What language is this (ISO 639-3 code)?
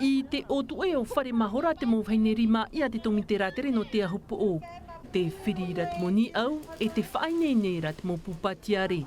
tah